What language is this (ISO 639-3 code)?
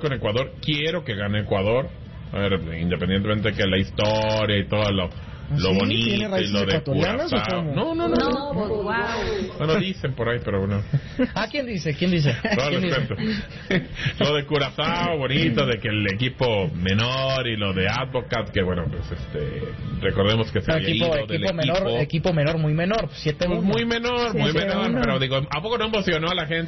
spa